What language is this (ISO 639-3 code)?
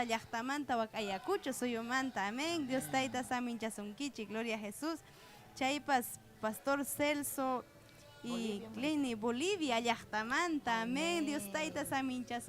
quy